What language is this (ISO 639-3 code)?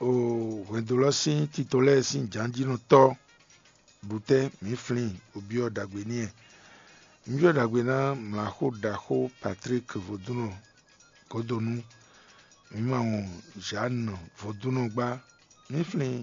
fon